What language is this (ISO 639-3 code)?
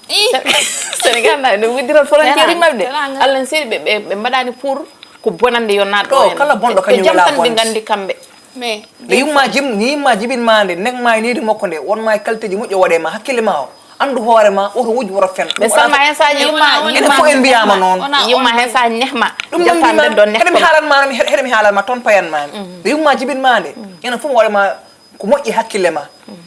ful